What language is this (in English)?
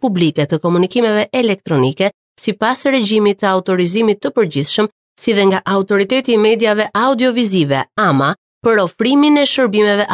Albanian